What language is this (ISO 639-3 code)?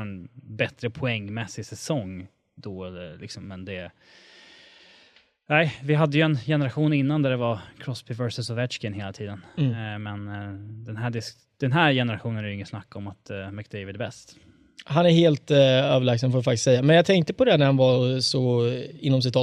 swe